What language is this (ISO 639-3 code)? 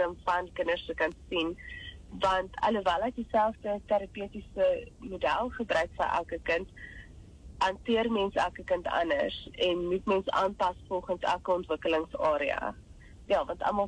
afr